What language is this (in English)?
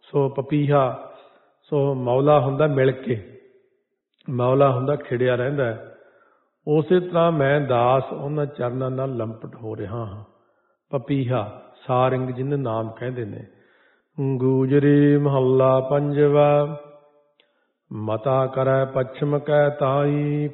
Punjabi